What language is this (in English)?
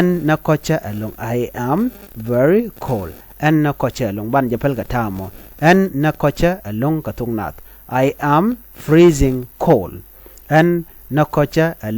Nuer